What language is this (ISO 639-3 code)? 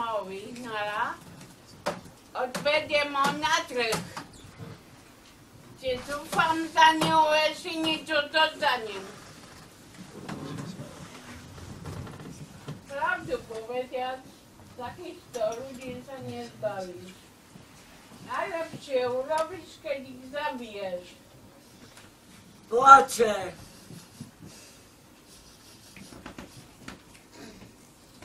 slk